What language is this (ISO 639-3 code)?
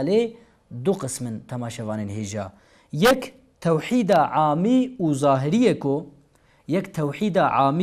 kur